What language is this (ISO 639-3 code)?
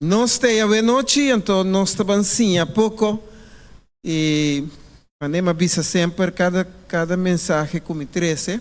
pap